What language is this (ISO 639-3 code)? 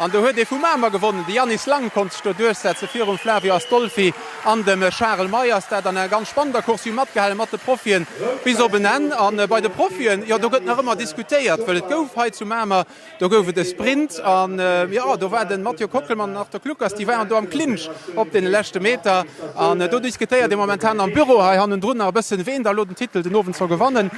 ltz